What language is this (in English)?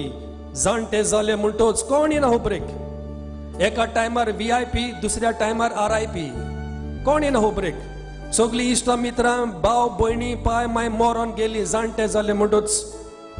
Konkani